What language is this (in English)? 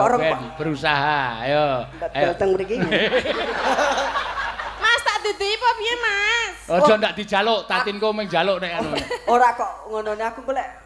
Javanese